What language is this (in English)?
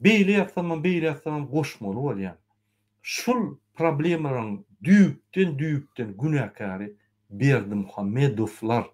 Turkmen